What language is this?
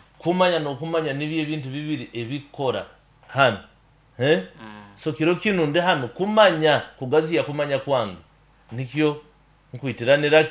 Nyoro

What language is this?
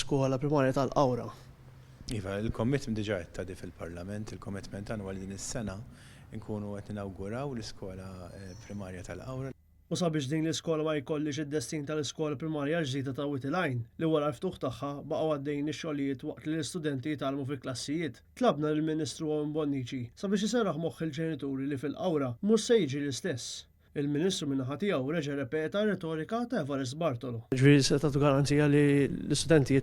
Maltese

